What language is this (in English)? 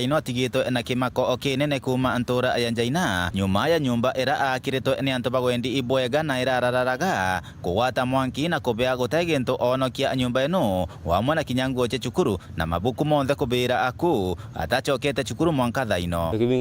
Meru